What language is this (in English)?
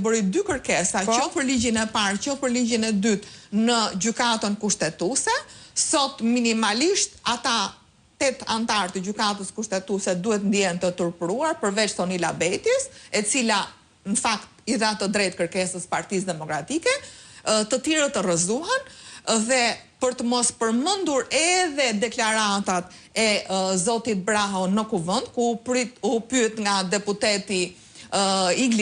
Albanian